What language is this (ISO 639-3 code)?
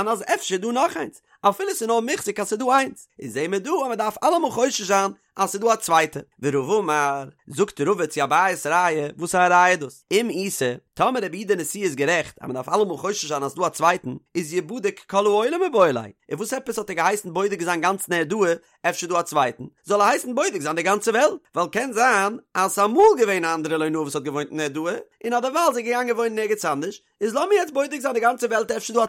yid